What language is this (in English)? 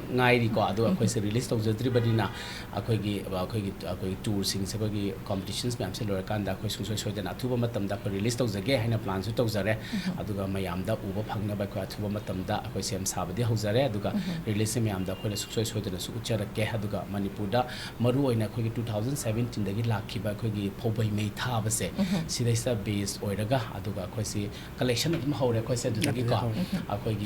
Manipuri